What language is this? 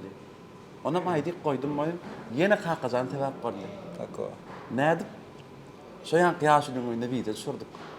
Turkmen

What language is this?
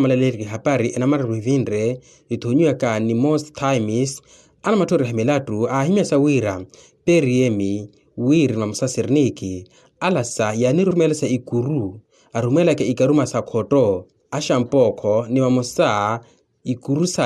Makhuwa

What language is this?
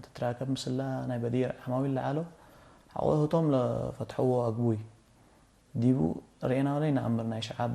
Tigre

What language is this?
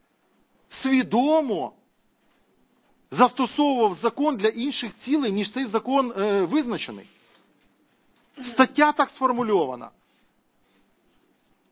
Ukrainian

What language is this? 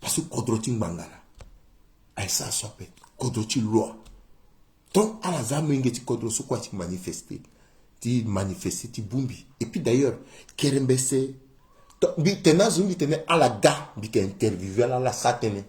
Sango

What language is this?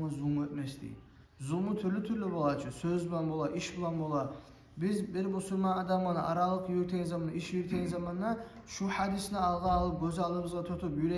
Kumyk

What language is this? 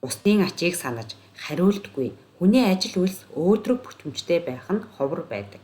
Mongolian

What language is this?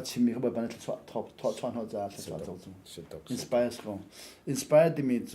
Hakha Chin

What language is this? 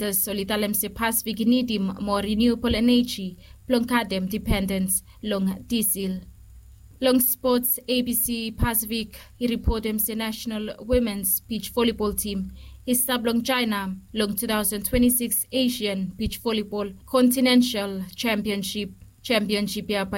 Bislama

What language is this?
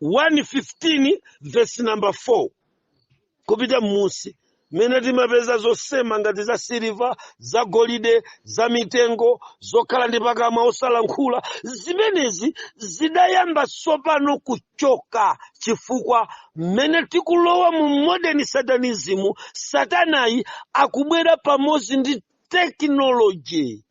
Nyanja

